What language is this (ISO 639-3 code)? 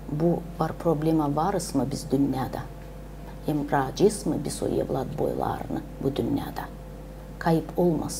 gag